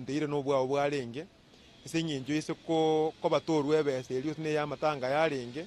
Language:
Gusii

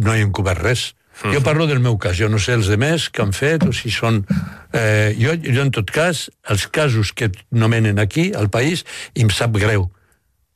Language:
Catalan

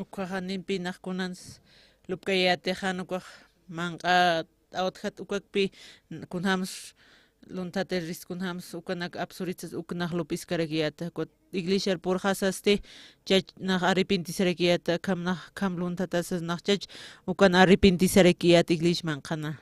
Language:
Aymara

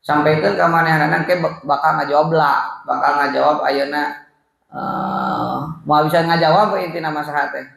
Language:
Sundanese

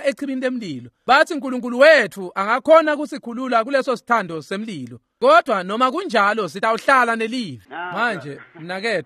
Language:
Swati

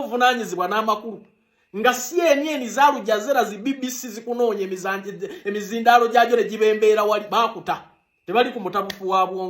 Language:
Ganda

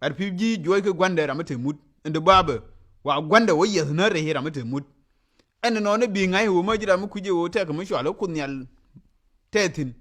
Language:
Nuer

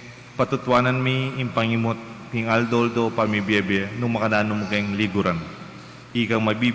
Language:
Pampanga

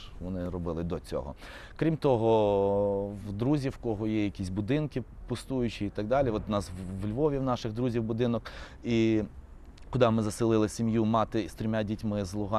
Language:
Ukrainian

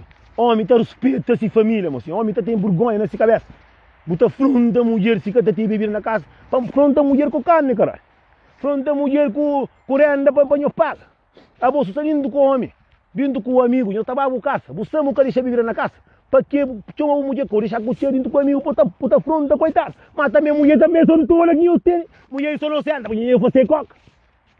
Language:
Kabuverdianu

